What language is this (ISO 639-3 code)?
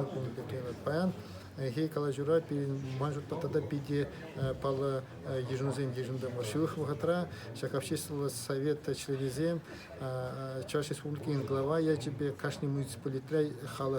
chv